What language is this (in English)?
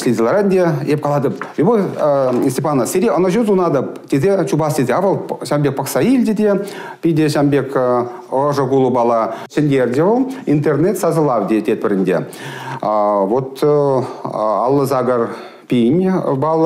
Chuvash